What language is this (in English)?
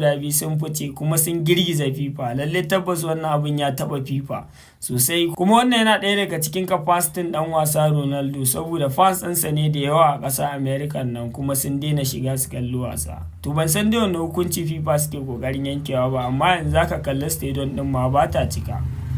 Hausa